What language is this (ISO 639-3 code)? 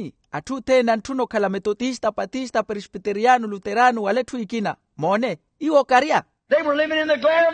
vmw